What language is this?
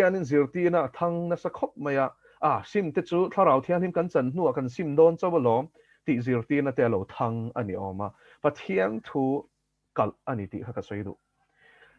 Mizo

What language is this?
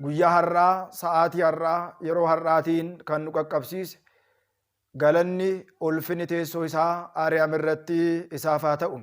Oromo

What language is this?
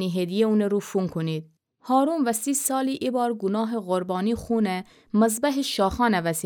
Gilaki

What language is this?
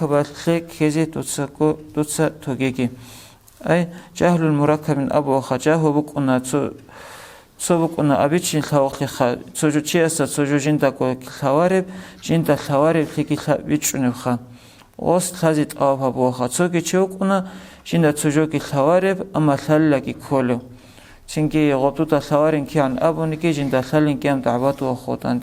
Avaric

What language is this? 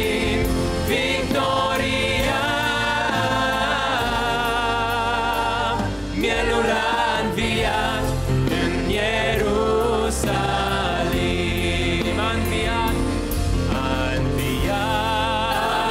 Romanian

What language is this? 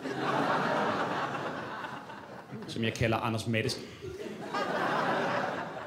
Danish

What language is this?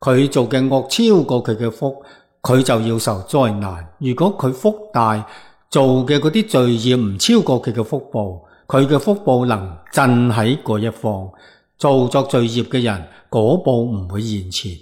Cantonese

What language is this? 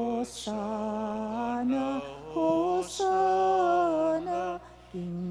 Pampanga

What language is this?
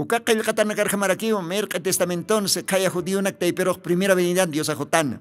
Aymara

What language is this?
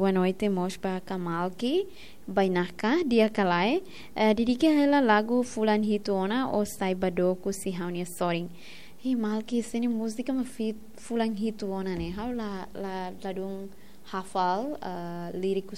Tetum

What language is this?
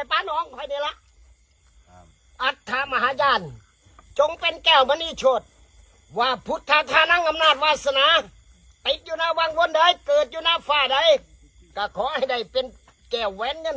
Northeastern Thai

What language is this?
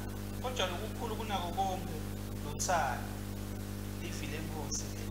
Swati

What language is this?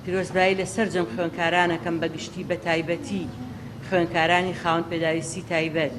Central Kurdish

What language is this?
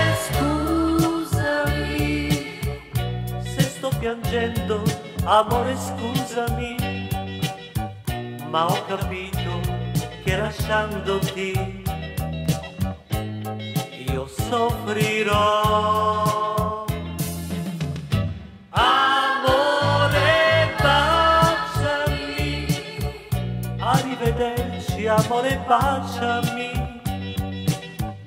Italian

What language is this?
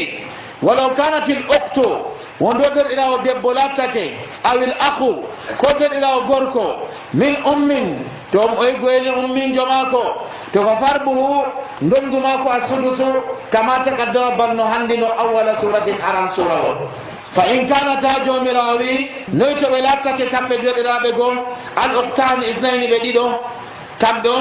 Nigerian Fulfulde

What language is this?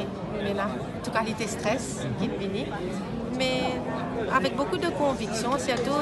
Morisyen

